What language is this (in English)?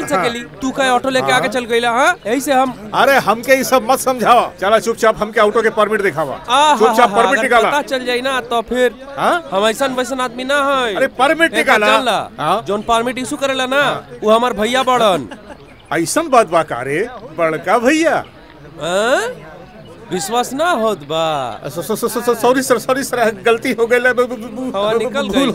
Bhojpuri